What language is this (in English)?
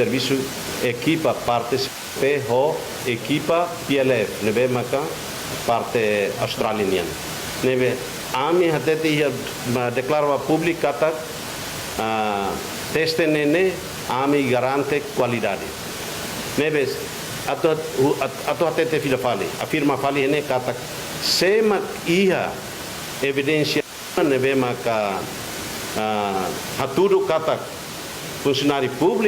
Tetum